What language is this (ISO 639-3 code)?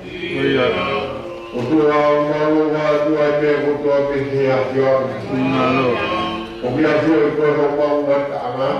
ton